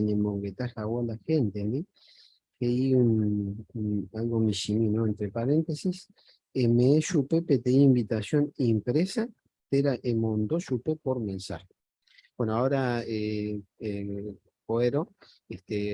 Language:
Guarani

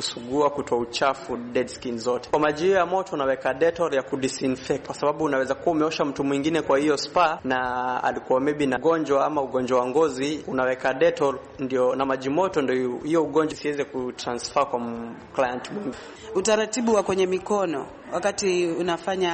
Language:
Swahili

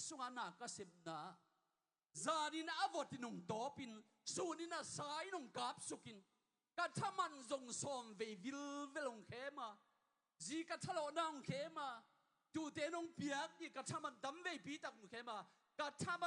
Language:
Tedim Chin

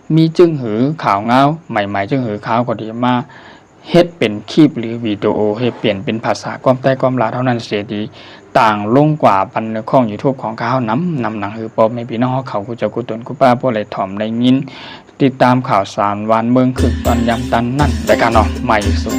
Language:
Shan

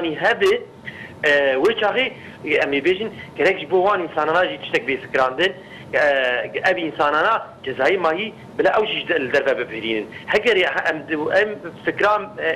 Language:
Kurdish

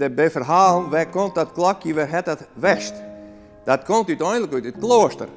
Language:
Western Frisian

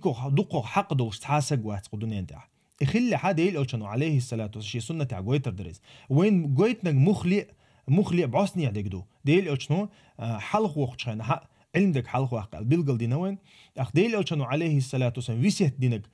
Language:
Chechen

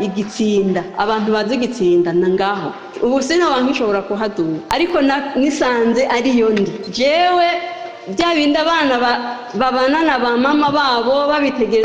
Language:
Rundi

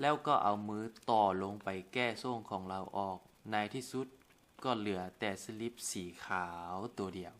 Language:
Lao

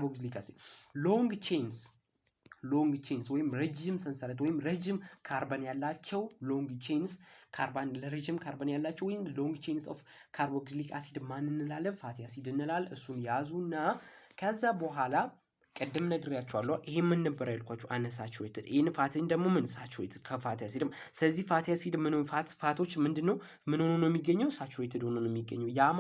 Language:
Amharic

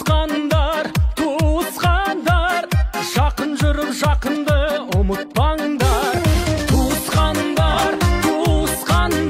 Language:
Kazakh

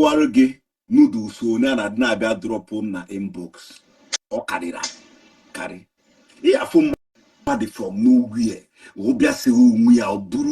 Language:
Igbo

